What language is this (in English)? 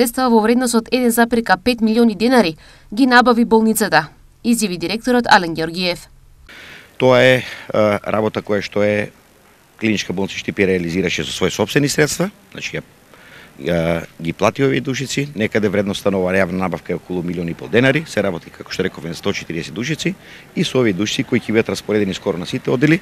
Macedonian